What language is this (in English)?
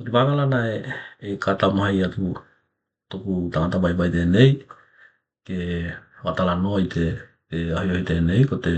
Tokelau